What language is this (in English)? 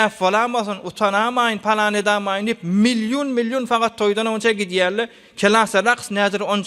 Turkmen